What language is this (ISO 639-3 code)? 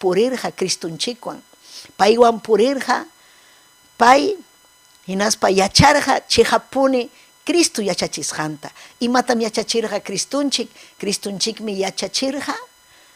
quy